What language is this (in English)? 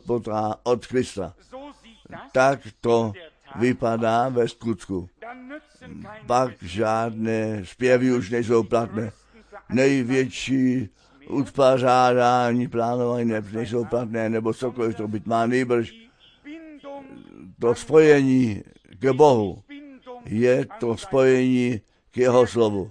Czech